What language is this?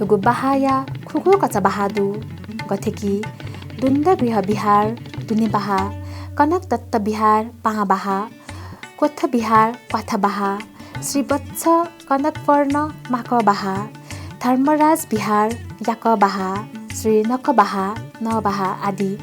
Newari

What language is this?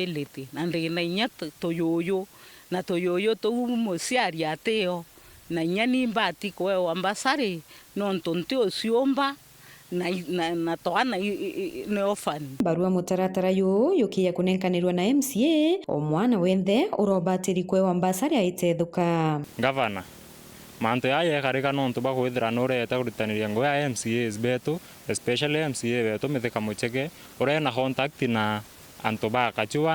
Meru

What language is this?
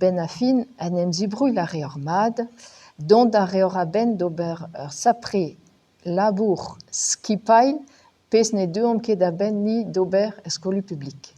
Breton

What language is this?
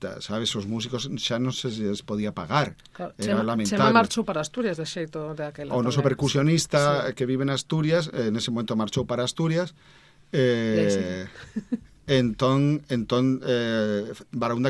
Galician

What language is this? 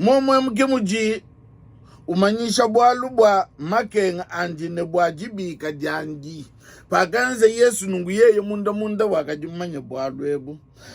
Luba-Lulua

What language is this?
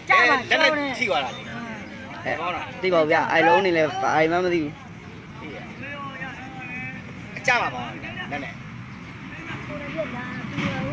Burmese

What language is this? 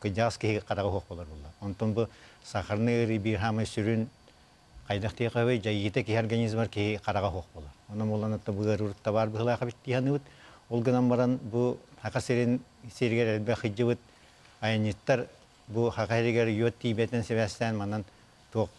Yakut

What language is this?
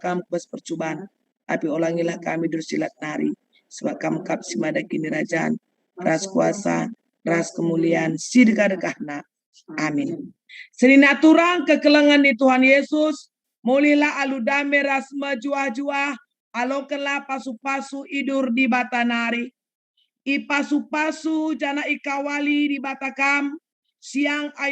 Batak Karo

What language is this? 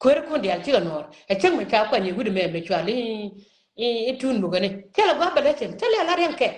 Nuer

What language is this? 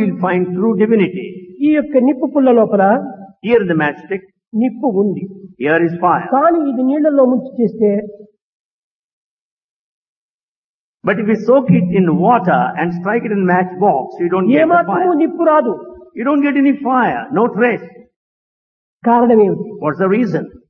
Telugu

